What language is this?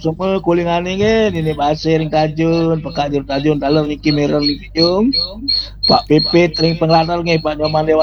Balinese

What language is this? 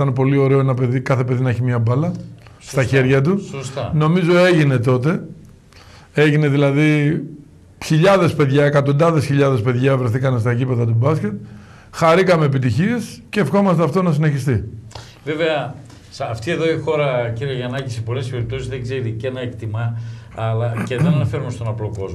Greek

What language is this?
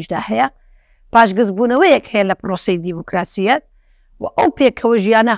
Central Kurdish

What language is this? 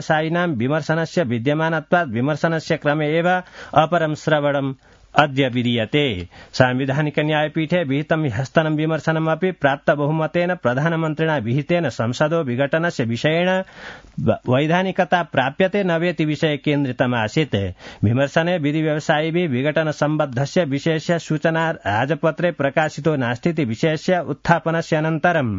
Sanskrit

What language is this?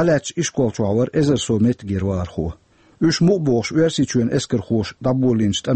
Chechen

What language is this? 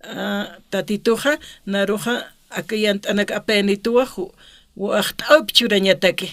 Aymara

